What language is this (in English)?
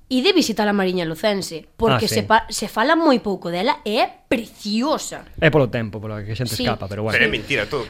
Galician